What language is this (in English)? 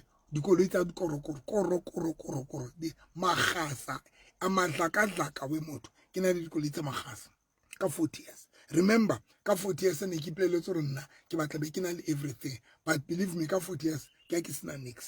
Southern Sotho